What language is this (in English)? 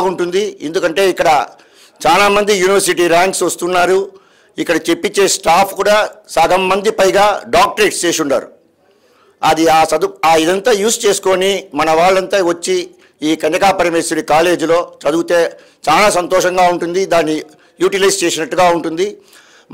Telugu